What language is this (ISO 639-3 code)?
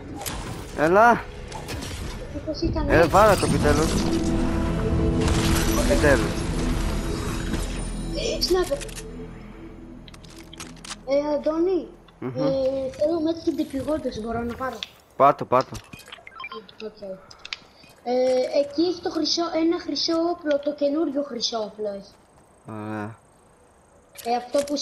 ell